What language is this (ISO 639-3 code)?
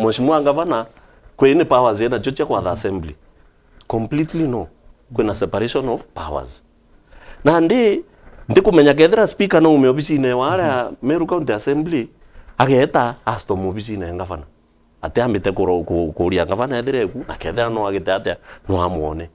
mer